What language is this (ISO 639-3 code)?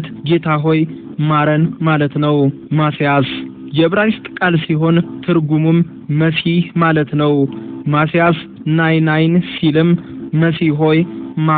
amh